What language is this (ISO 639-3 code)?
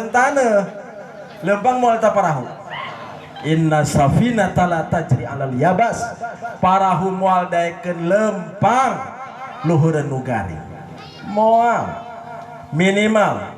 sun